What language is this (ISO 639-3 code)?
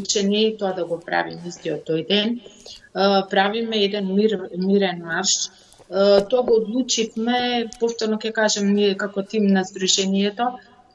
mkd